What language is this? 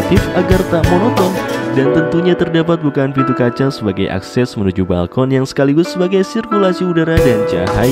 Indonesian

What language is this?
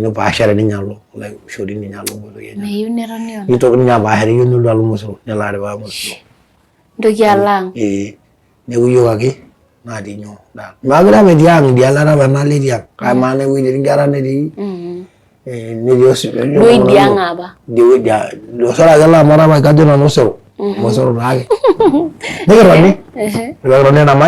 Masai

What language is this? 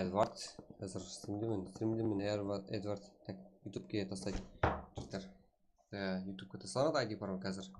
Kara-Kalpak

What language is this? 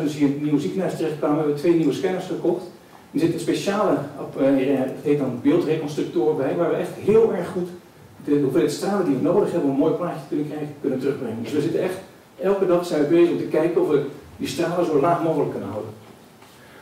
Dutch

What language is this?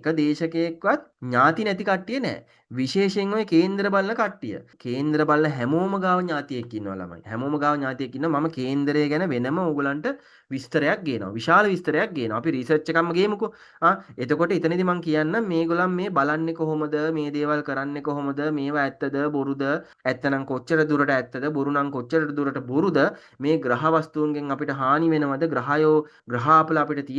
Sinhala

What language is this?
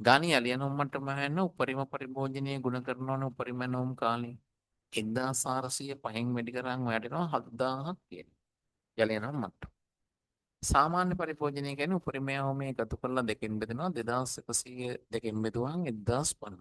Sinhala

